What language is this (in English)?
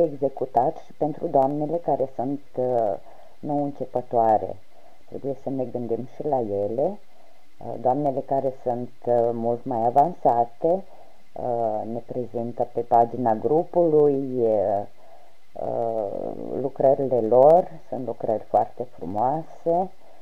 Romanian